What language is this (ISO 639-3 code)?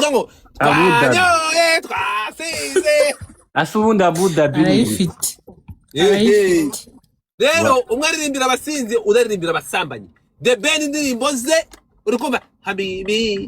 kin